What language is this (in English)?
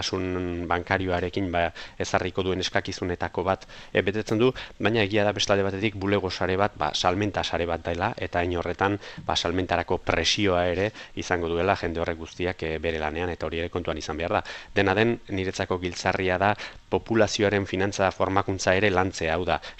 Basque